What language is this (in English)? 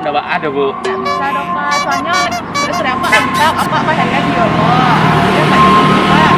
Minangkabau